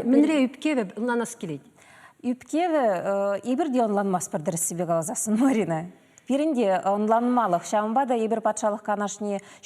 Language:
Chuvash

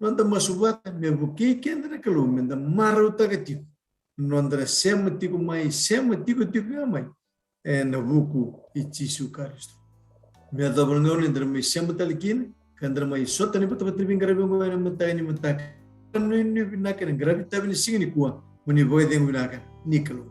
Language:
Fijian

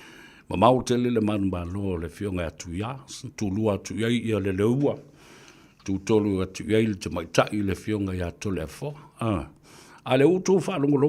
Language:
Samoan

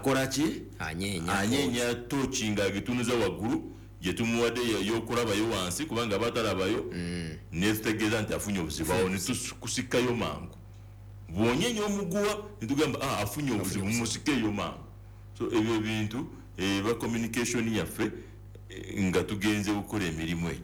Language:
Ganda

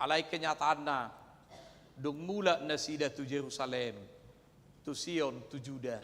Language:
Batak Toba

